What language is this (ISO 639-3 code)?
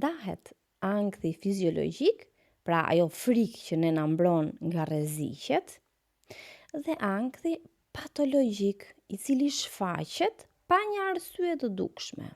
sqi